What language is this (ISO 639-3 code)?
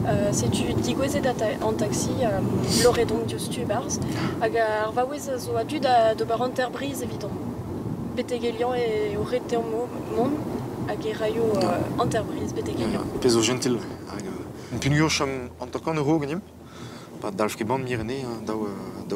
bre